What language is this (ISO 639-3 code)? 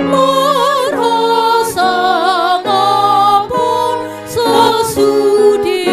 bbc